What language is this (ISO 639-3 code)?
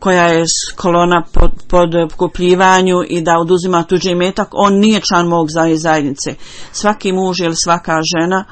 bos